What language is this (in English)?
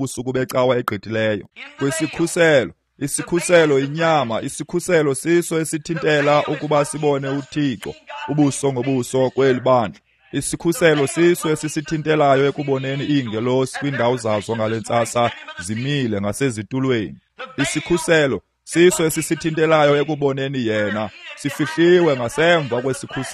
Xhosa